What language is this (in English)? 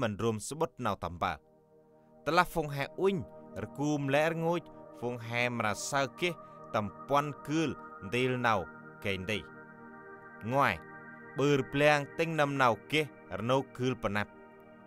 Central Mnong